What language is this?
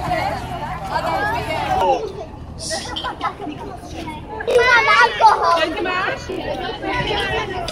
Slovak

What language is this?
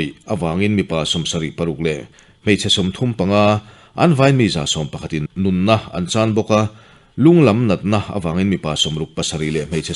Mizo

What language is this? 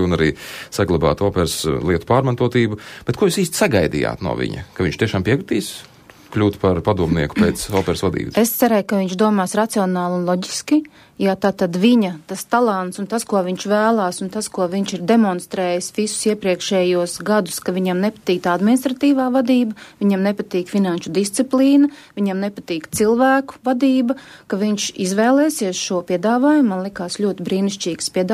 Latvian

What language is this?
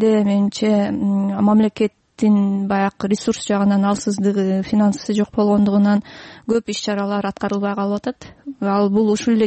Kyrgyz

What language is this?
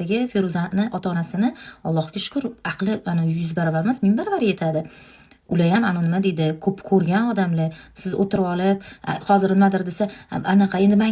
Uzbek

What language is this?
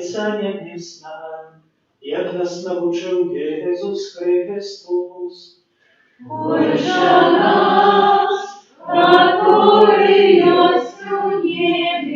Belarusian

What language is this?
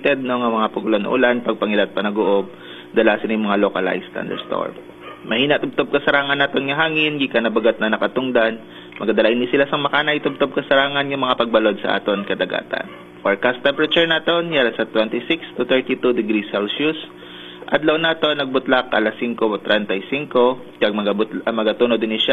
Hiligaynon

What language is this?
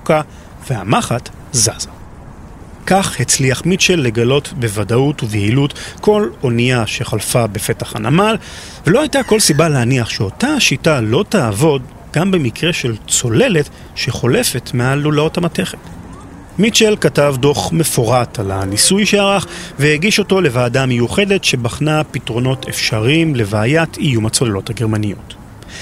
Hebrew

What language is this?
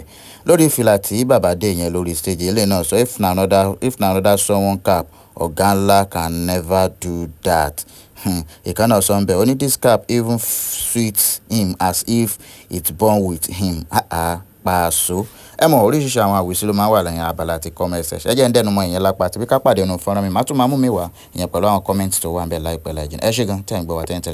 Yoruba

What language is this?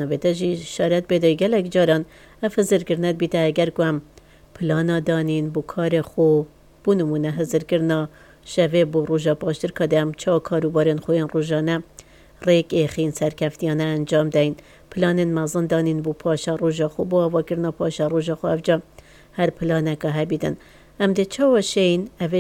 Kurdish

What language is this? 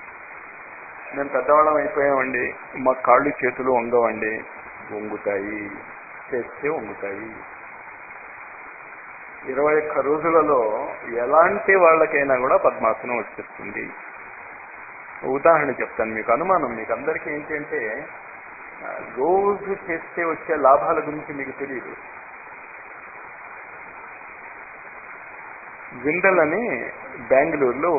Telugu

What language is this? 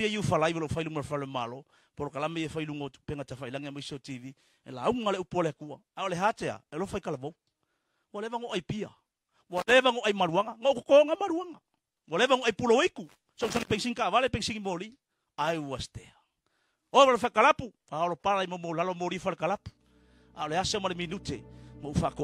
Samoan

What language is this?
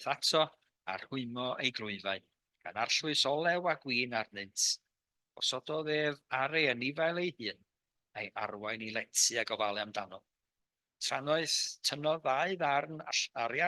Welsh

